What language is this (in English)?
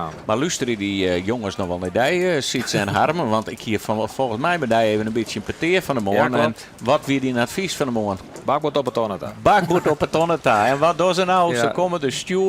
Western Frisian